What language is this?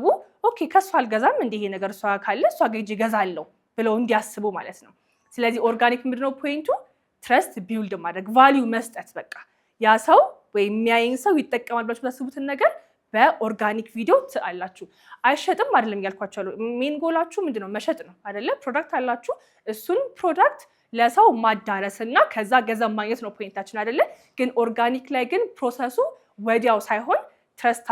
Amharic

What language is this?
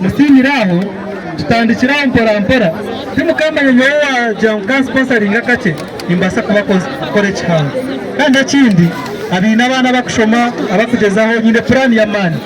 Nyankole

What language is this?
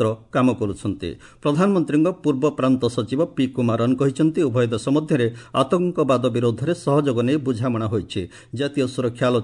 Odia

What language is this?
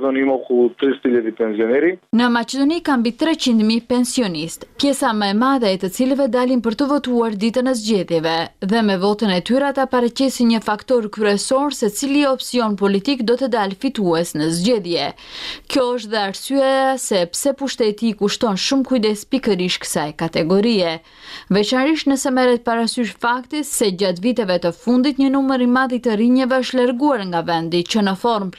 Albanian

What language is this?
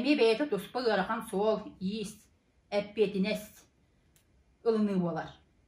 Yakut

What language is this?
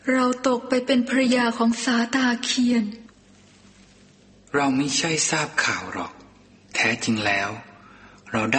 Thai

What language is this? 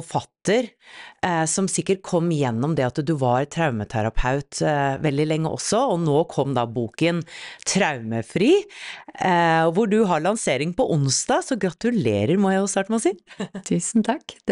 Norwegian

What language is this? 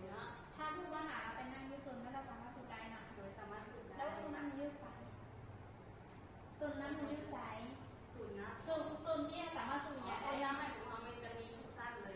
Lao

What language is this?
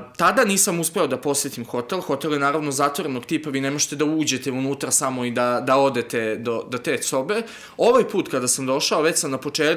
Serbian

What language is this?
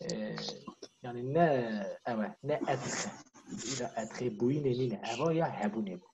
Kurdish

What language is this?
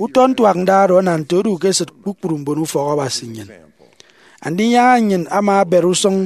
Efik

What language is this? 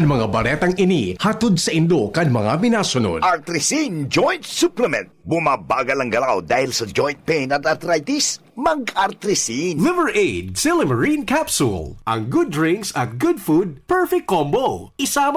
Bikol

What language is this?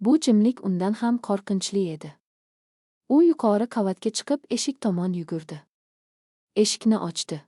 Uzbek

